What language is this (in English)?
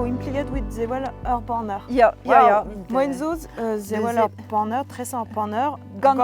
Breton